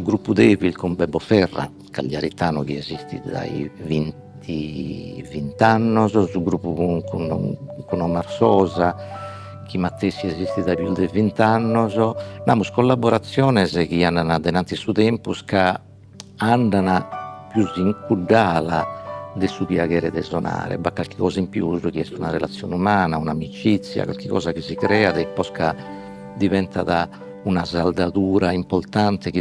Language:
Sardinian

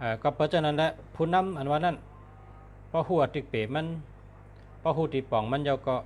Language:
Shan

